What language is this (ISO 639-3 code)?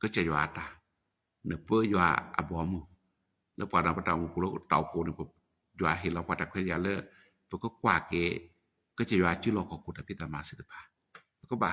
ksw